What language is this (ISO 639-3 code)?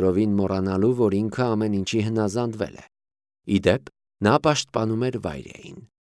hye